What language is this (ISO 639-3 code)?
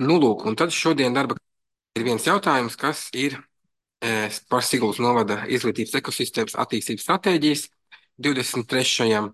lav